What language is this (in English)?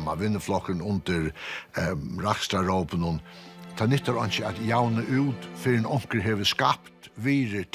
Faroese